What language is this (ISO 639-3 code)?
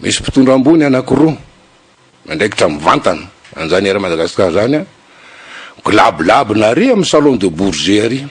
mlg